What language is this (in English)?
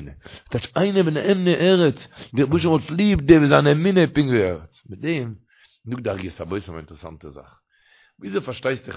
Yiddish